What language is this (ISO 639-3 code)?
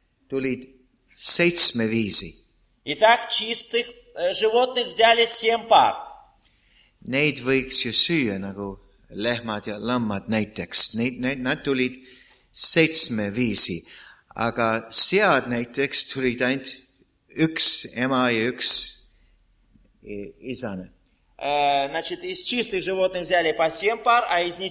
est